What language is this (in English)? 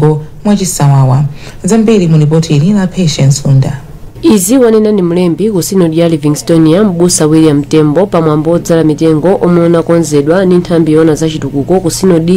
Nyanja